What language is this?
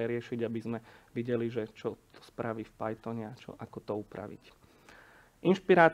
Slovak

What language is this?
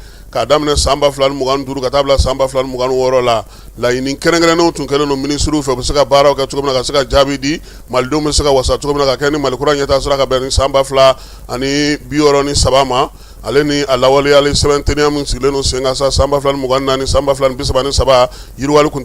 Bambara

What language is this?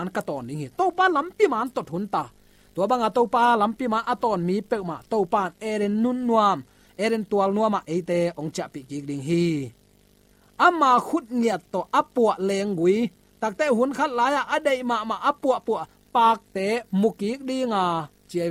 Tedim Chin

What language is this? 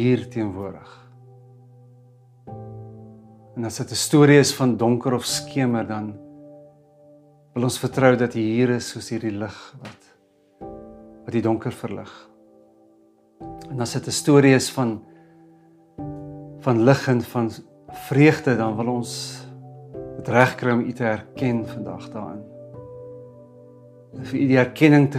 Afrikaans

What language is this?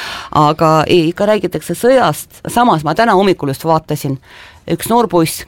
Estonian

